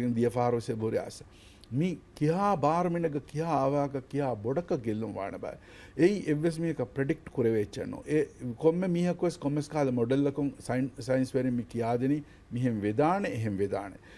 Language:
Divehi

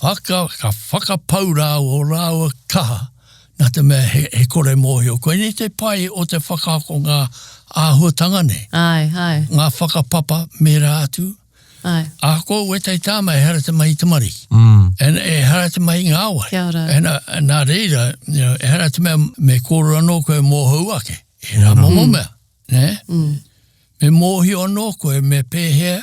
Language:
Māori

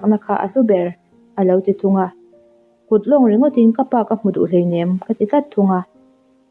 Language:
Mizo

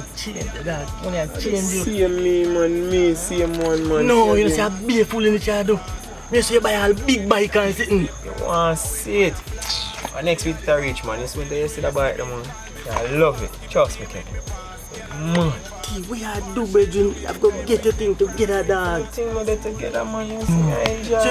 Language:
Jamaican Creole English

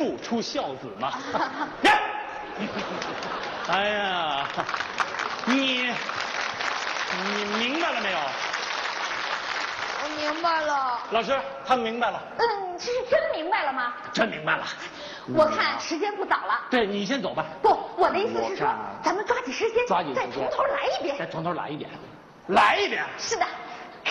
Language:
Chinese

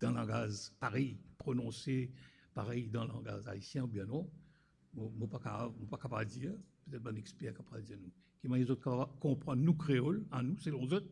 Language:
Morisyen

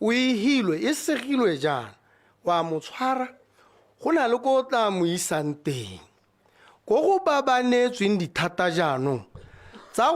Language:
Tswana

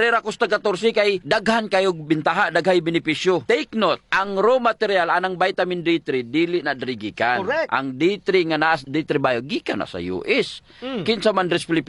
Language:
Cebuano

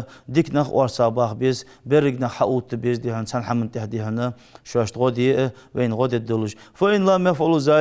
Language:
Ingush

